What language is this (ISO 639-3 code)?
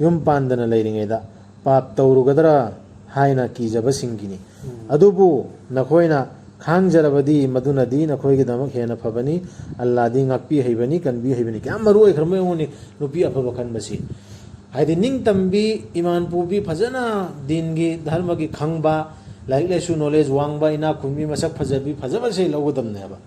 mni